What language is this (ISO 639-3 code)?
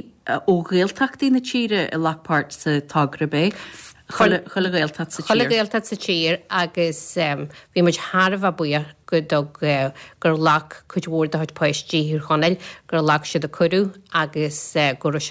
gle